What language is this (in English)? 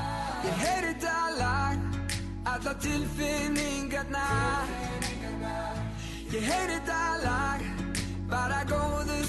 Icelandic